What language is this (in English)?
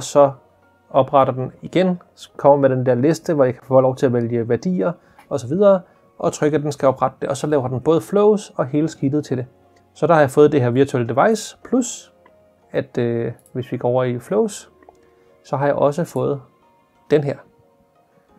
Danish